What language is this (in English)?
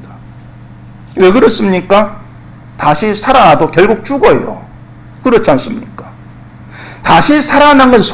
Korean